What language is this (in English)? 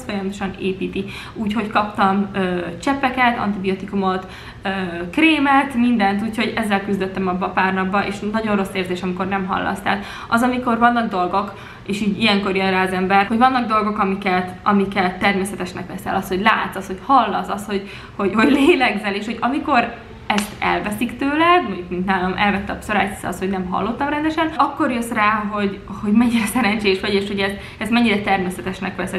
Hungarian